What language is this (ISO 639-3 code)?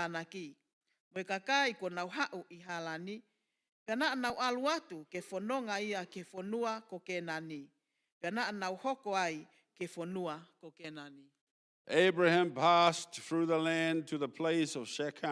ton